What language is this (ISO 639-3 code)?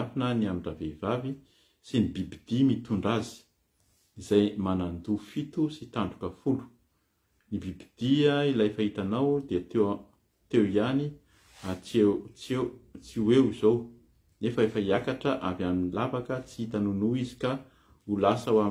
mlg